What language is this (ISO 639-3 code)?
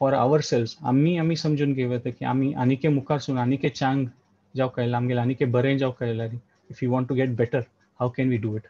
kok